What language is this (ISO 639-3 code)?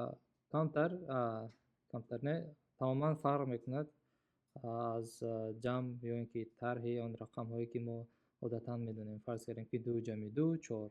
tgk